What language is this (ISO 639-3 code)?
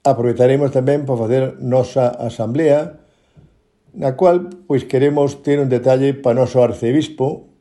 glg